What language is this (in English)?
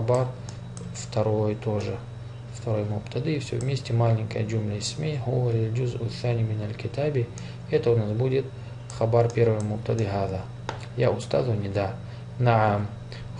Russian